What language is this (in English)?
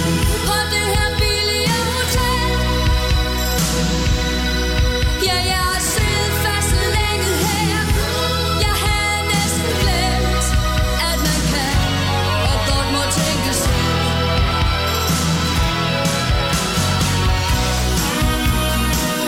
Danish